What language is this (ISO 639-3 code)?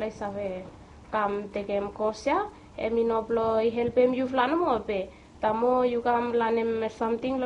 bis